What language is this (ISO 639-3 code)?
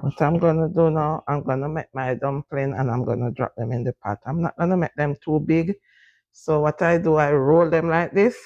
jam